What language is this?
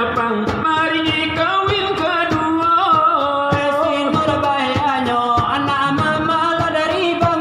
Minangkabau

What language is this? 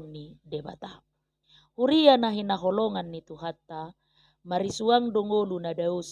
Batak Toba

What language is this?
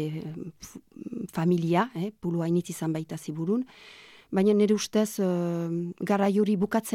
Basque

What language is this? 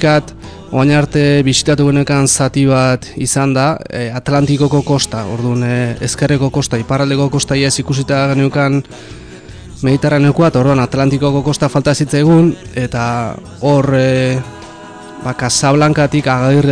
Basque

